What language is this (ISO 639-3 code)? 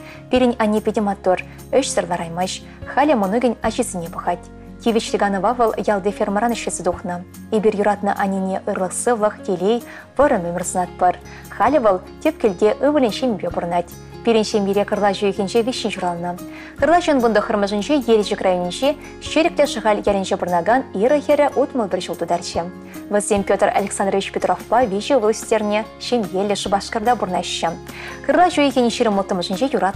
chv